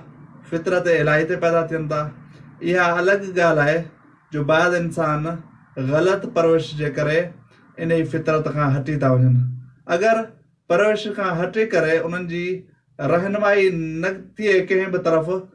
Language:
Sindhi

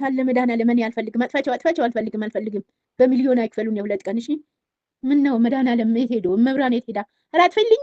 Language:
Amharic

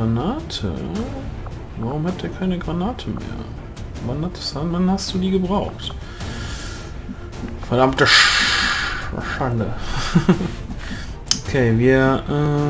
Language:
German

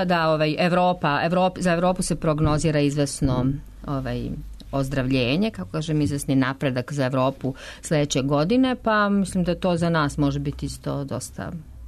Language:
Serbian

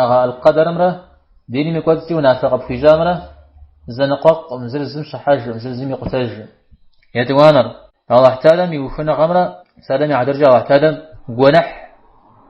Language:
Kabardian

